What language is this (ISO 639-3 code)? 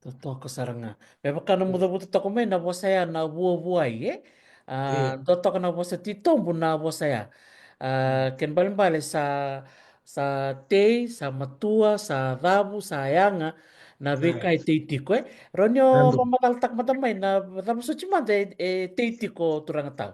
fij